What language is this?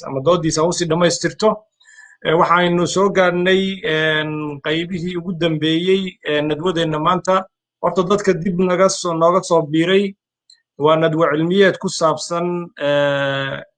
Somali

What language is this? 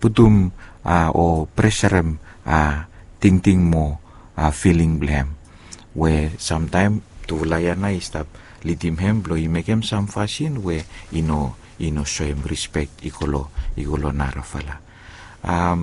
Bislama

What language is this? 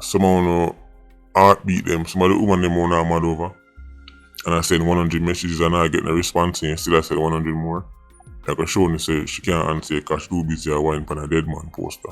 Jamaican Creole English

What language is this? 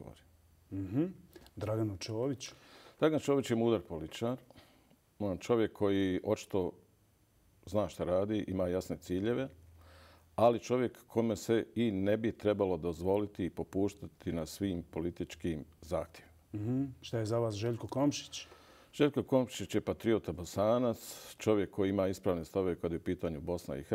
Bosnian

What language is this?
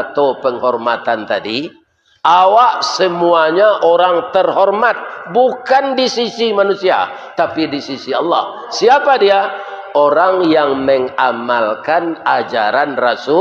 Minangkabau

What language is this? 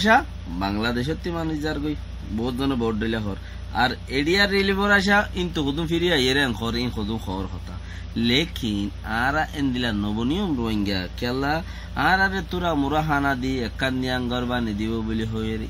Rohingya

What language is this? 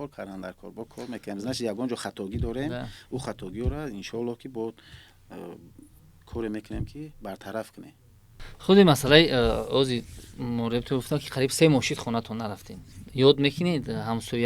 Tajik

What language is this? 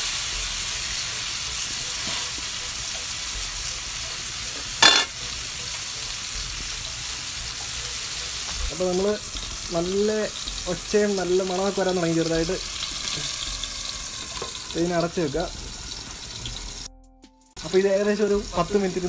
Malayalam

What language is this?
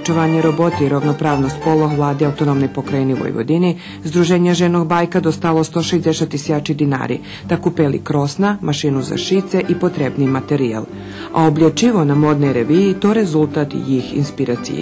Rusyn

